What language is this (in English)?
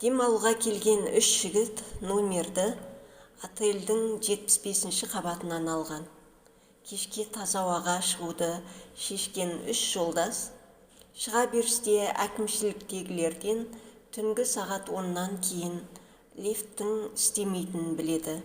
Kazakh